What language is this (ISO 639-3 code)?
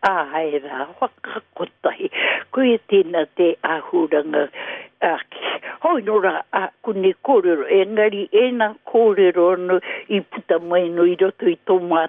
mri